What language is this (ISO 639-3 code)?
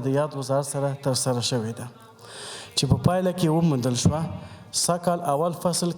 pus